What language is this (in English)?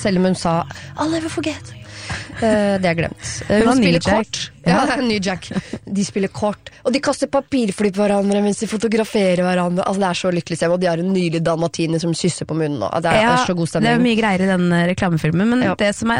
Norwegian